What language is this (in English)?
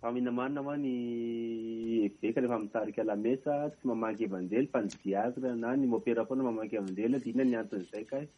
Malagasy